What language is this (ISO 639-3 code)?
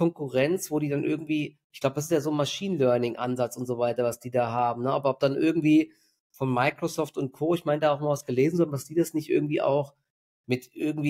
deu